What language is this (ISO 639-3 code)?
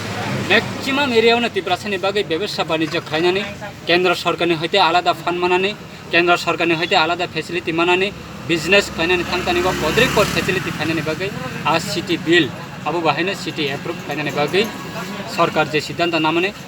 trp